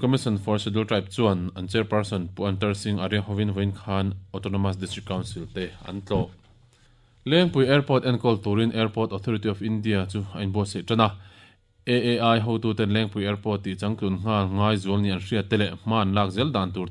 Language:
Mizo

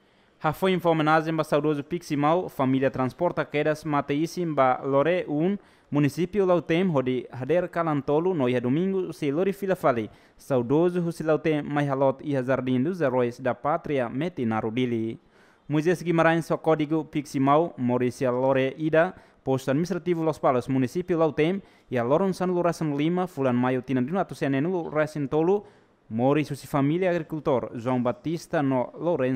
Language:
Tetum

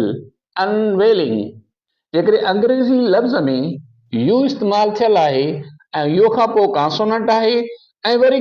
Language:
Sindhi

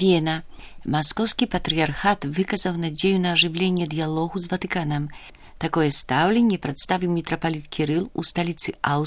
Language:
Belarusian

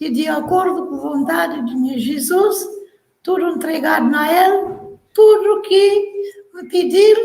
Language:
Kabuverdianu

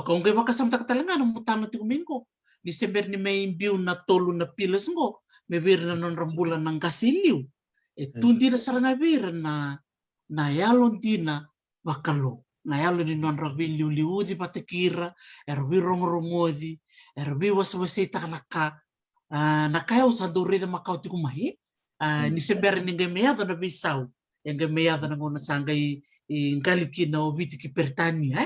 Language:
Fijian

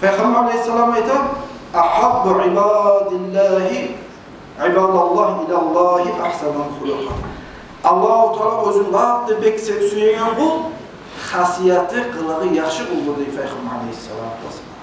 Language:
Kumyk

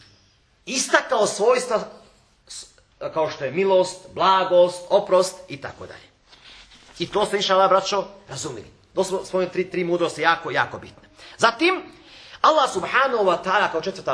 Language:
Bosnian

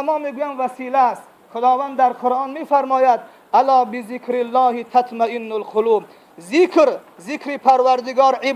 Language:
Tajik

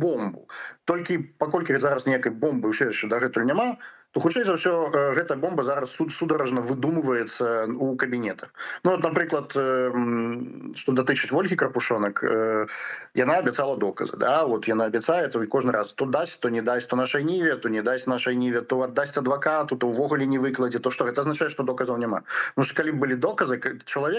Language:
Belarusian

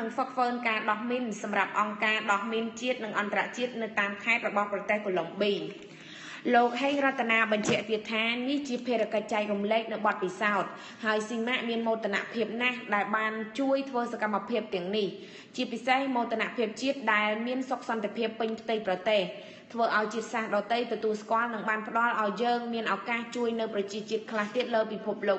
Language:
Khmer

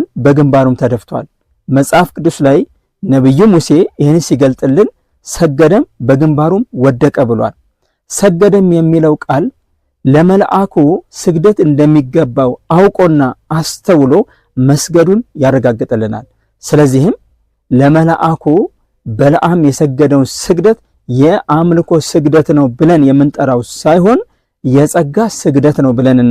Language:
Amharic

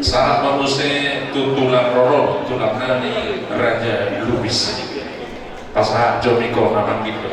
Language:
Batak Toba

